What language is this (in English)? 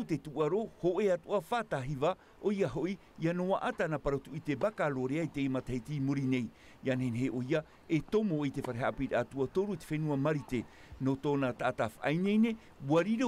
Tahitian